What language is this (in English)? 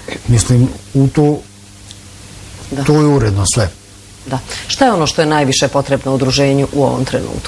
Bosnian